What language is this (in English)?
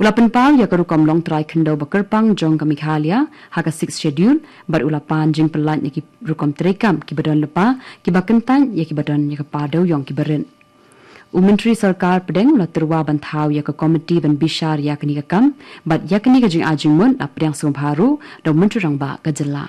Khasi